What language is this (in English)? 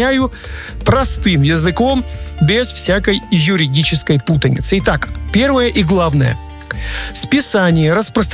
Russian